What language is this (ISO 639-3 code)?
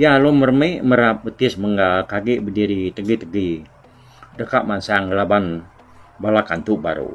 iba